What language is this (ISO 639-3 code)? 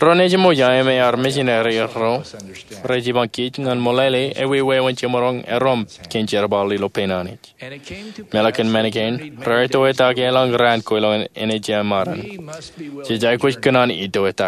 mah